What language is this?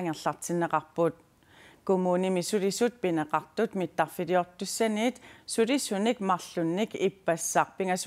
Kalaallisut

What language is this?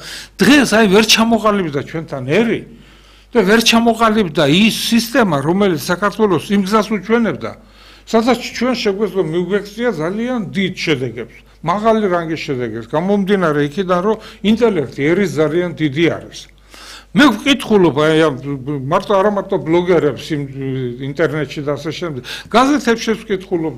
Georgian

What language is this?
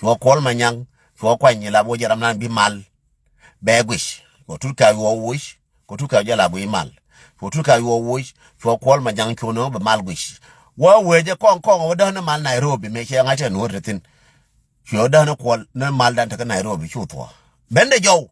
Nuer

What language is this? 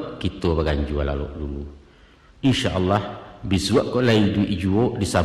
Minangkabau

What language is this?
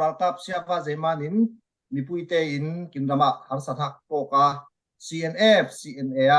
Falam Chin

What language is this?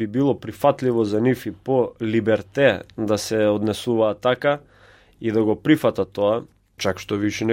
Macedonian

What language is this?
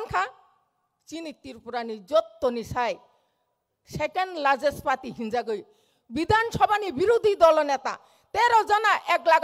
Kok Borok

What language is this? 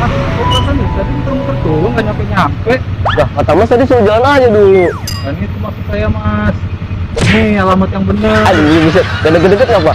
Betawi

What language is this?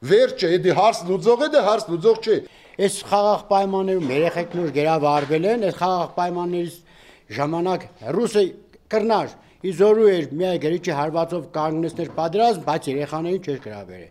Armenian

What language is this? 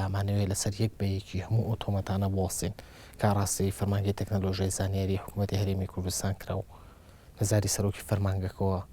Central Kurdish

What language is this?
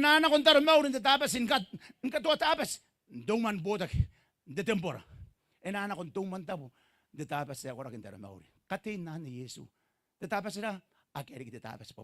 Gilbertese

